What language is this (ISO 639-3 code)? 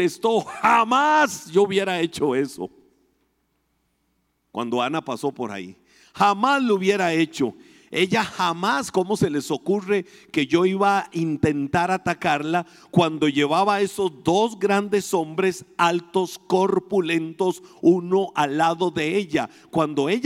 spa